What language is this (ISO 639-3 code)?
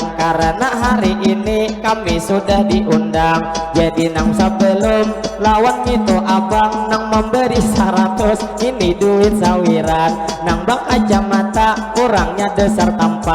bjn